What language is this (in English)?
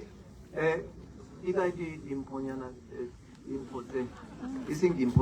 Tswana